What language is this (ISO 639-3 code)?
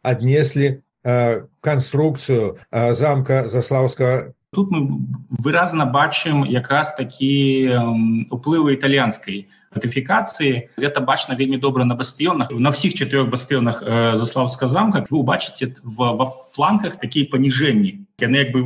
bel